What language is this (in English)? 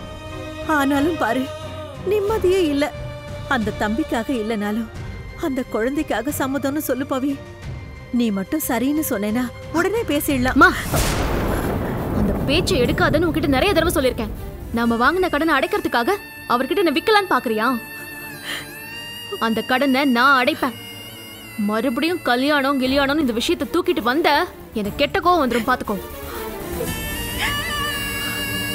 Tamil